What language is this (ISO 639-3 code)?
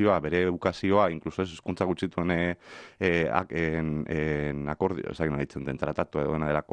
eus